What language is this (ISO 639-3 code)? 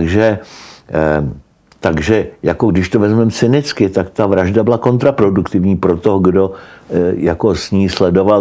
ces